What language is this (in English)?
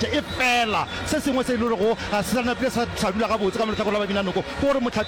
Northern Sotho